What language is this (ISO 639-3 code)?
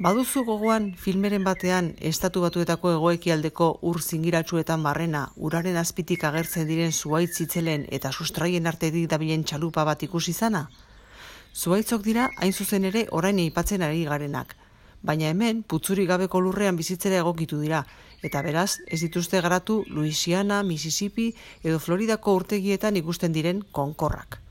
eus